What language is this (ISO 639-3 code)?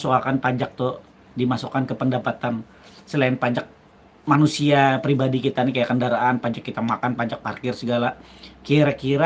bjn